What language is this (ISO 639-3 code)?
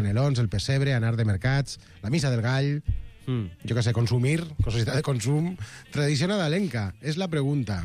cat